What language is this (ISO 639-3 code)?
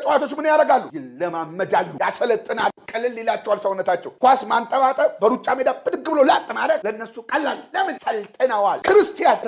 amh